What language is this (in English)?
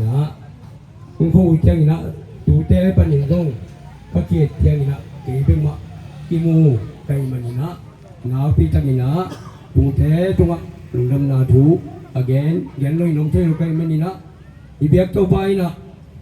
Tedim Chin